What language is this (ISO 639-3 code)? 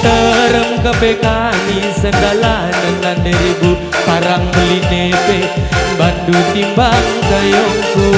btx